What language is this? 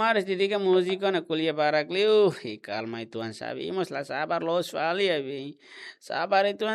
Tetum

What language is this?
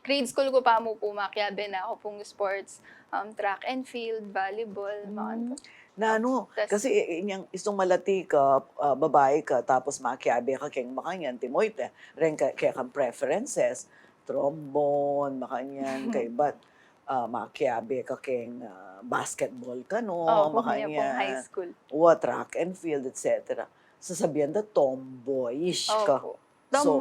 Pampanga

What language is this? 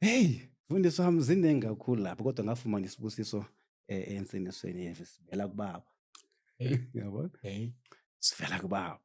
Zulu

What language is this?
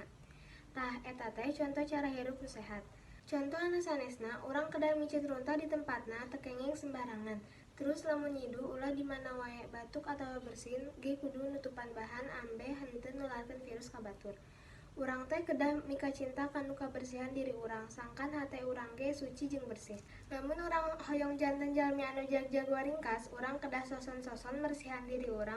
Sundanese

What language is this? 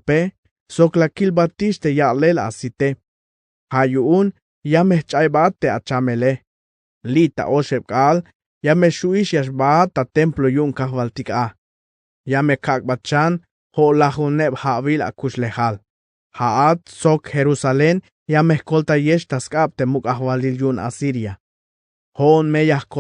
Tzeltal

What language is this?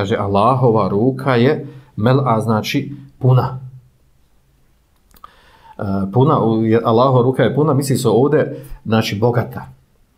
Bosnian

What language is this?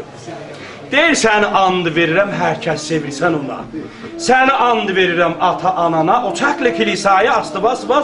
South Azerbaijani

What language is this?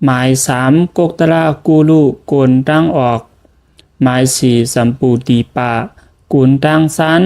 Shan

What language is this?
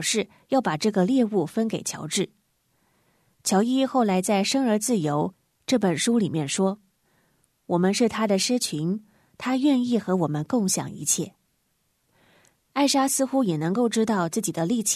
Chinese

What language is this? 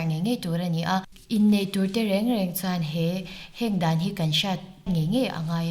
Mizo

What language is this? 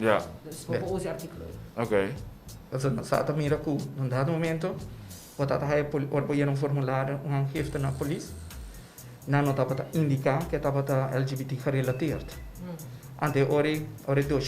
Papiamento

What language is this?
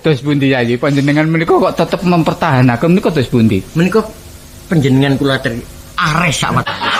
Javanese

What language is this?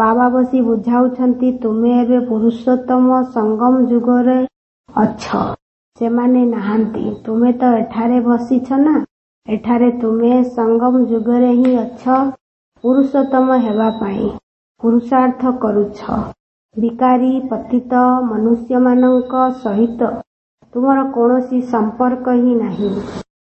Odia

